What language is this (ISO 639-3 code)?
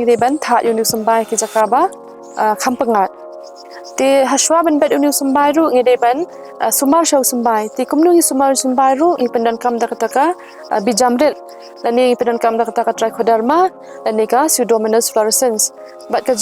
kha